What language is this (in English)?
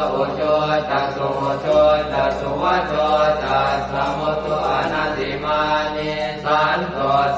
Pali